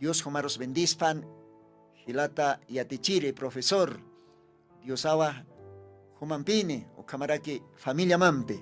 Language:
Aymara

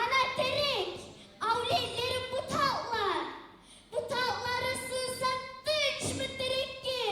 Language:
Kumyk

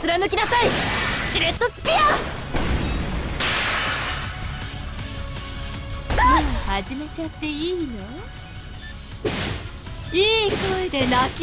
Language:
Japanese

